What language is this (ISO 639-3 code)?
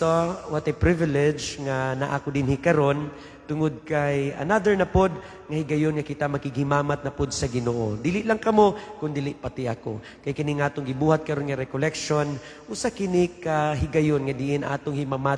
ceb